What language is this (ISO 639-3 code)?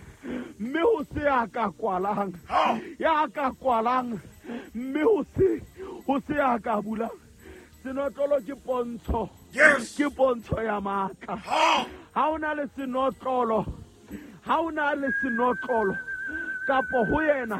sot